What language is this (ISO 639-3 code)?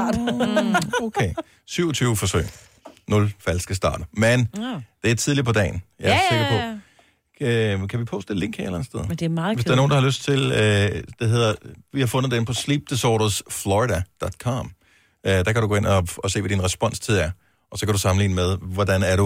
dan